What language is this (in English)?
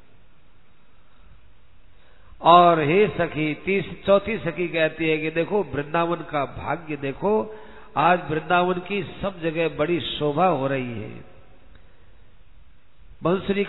Hindi